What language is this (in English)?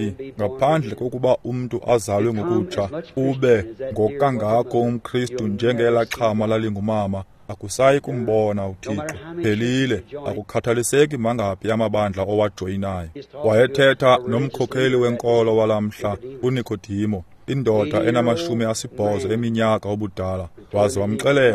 Xhosa